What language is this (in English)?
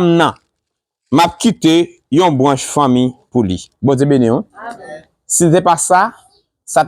Haitian Creole